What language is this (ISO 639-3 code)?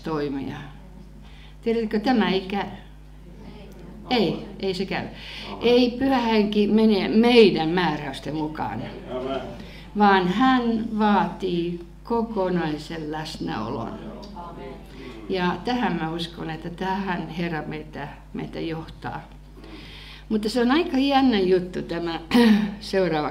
fin